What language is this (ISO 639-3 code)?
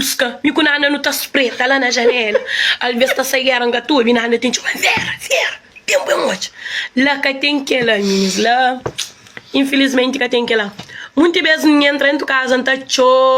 kea